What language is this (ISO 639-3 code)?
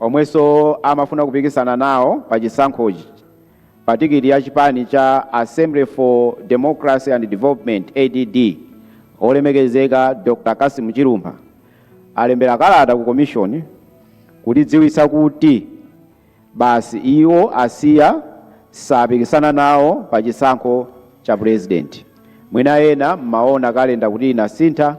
nya